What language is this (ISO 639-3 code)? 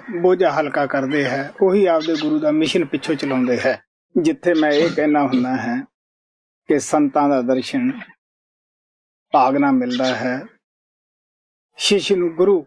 pan